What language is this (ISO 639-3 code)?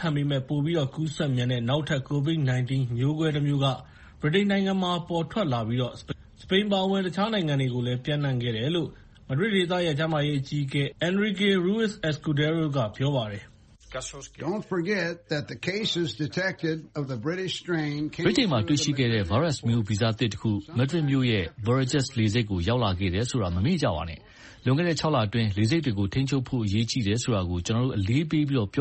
mya